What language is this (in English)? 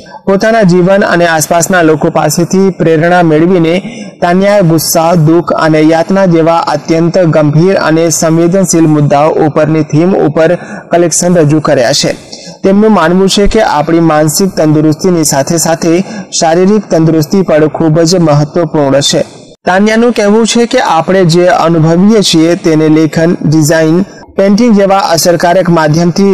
Gujarati